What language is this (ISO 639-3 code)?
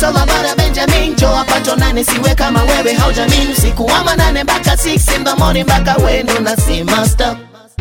swa